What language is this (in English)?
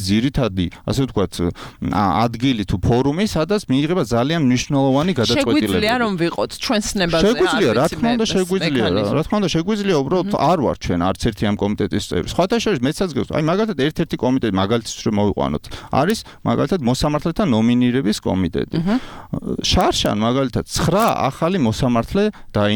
Georgian